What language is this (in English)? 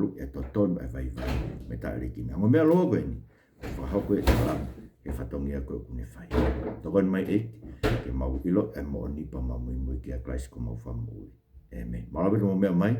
Tongan